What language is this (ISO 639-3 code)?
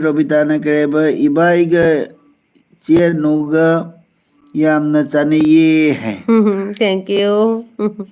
mni